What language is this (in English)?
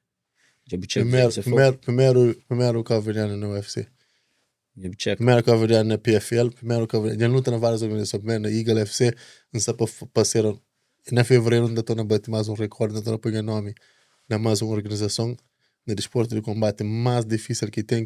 Kabuverdianu